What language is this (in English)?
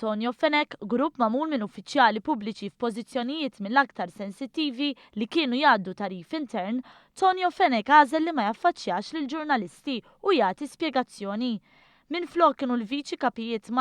Maltese